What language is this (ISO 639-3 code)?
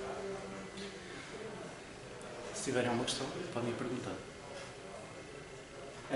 por